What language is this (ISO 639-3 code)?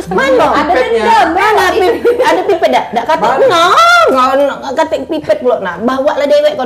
mui